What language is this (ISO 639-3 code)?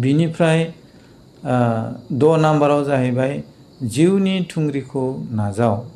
brx